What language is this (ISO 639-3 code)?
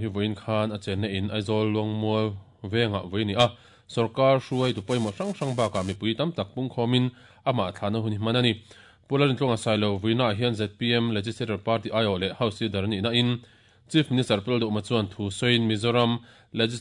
lus